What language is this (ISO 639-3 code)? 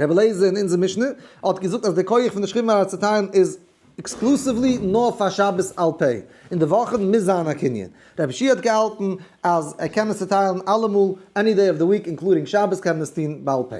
yid